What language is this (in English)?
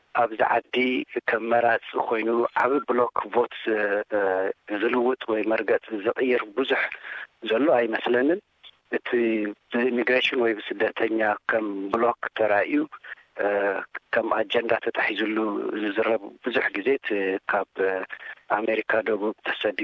Tigrinya